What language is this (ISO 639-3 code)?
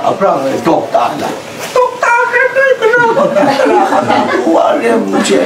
kac